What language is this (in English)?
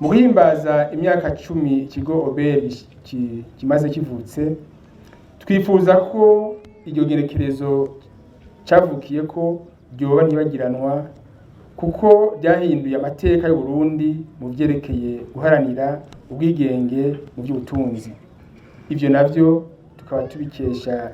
Rundi